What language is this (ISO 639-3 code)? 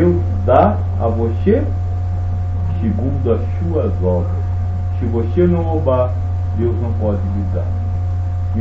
por